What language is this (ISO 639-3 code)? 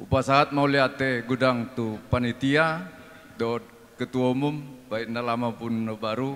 bbc